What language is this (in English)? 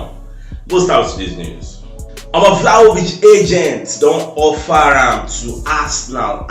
Nigerian Pidgin